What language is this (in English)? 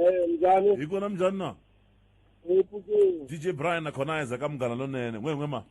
Tsonga